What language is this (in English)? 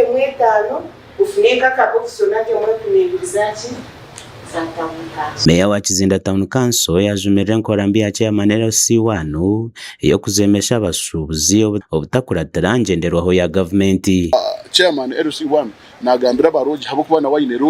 Nyankole